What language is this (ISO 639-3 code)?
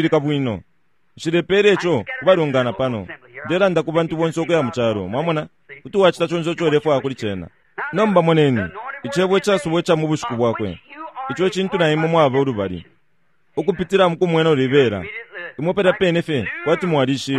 bem